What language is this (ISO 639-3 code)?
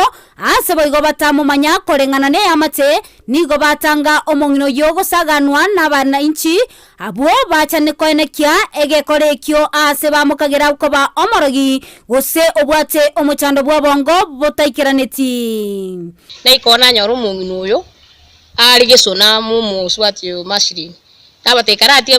guz